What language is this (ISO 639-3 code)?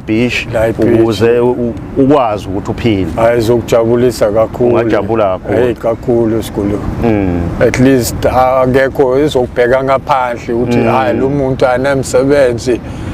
zul